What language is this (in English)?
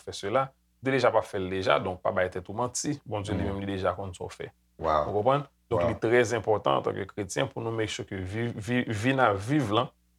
Haitian Creole